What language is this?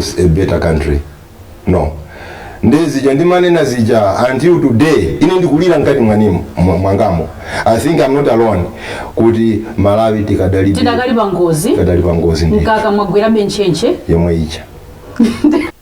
Nyanja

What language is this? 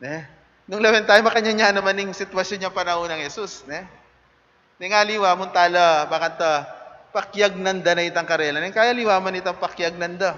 Pampanga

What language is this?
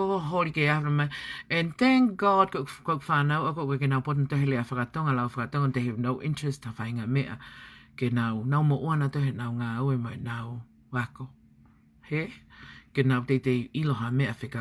Tongan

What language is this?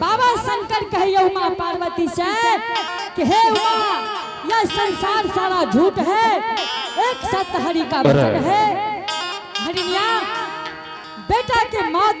Angika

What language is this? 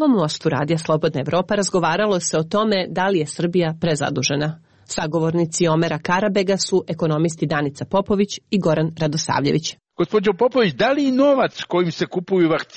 Serbian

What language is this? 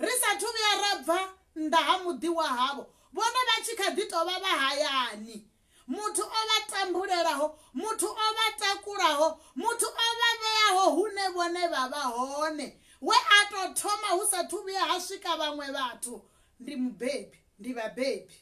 Venda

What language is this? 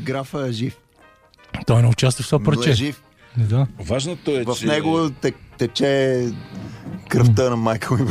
Bulgarian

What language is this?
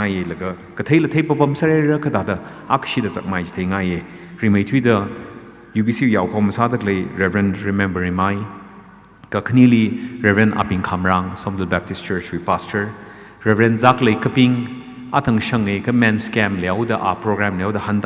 Tangkhul Naga (India)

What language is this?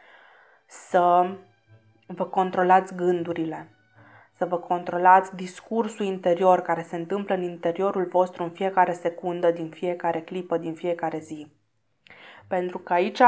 Romanian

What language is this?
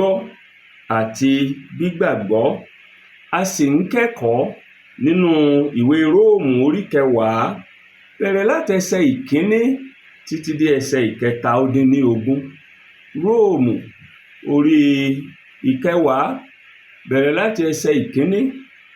Yoruba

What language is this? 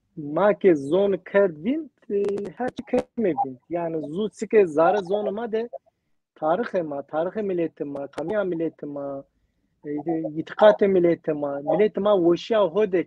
Zaza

